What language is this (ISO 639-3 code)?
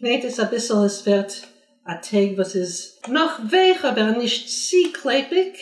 yid